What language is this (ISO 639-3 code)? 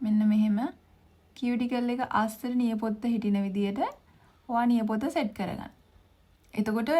sin